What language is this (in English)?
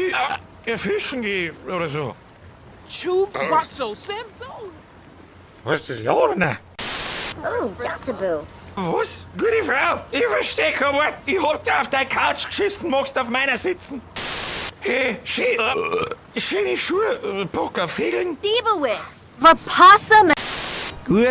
Bavarian